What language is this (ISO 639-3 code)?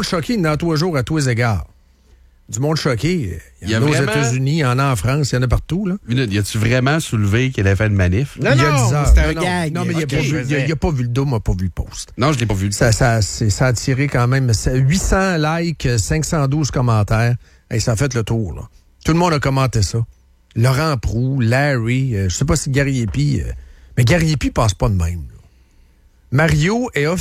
fra